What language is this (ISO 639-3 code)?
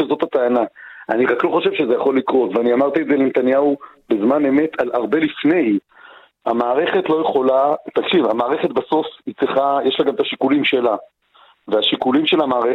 heb